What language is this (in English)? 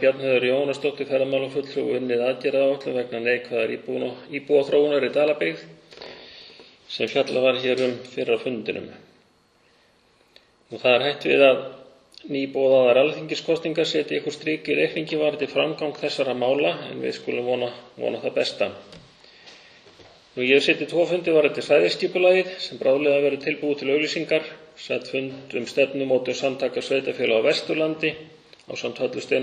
Icelandic